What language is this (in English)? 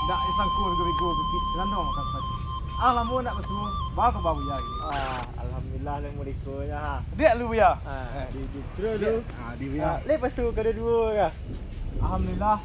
Minangkabau